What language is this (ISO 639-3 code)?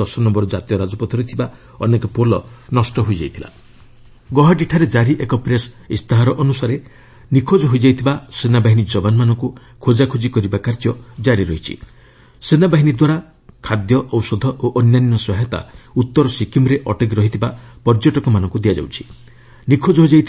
ori